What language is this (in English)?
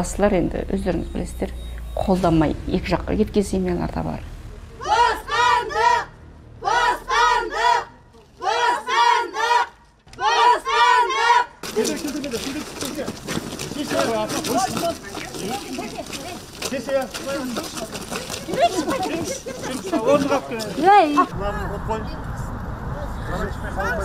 Kazakh